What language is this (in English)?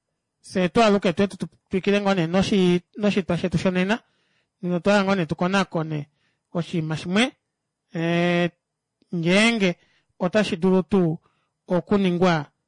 Kuanyama